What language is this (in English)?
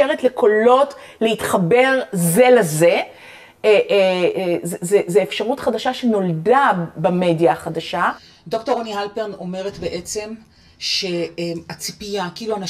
Hebrew